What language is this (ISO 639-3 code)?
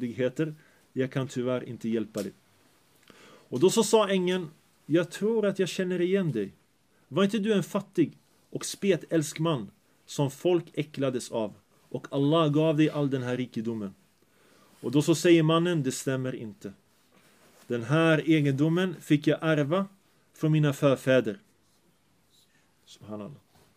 swe